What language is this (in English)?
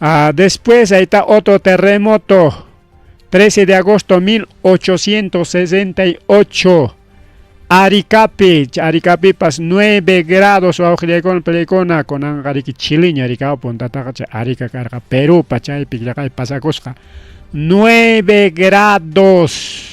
Ayacucho Quechua